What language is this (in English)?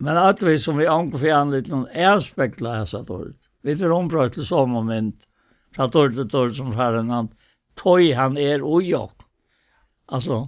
Faroese